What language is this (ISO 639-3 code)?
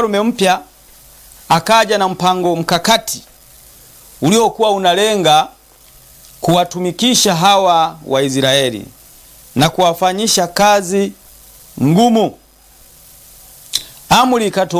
swa